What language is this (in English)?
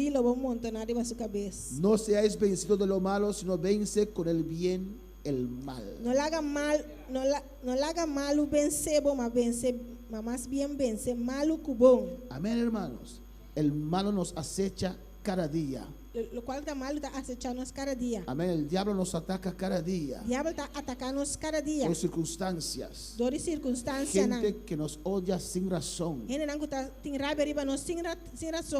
Papiamento